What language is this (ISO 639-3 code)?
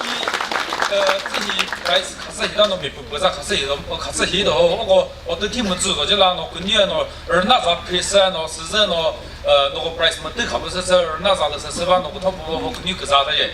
nri